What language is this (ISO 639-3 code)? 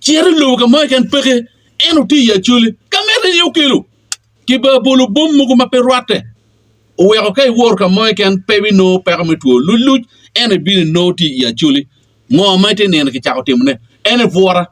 ach